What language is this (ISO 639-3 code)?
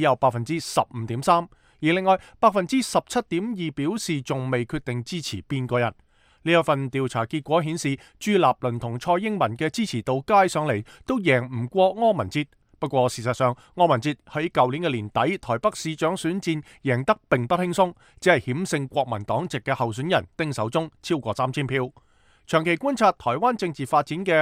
yue